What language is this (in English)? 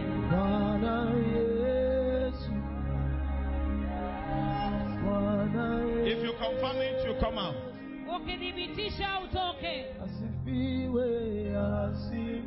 Swahili